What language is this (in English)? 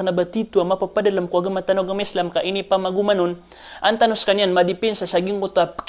Maranao